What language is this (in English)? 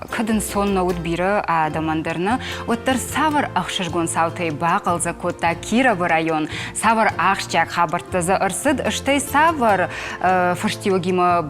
Ossetic